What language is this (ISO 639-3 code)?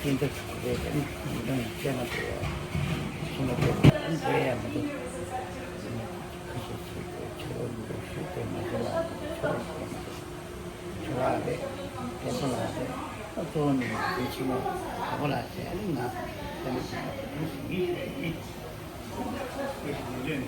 bod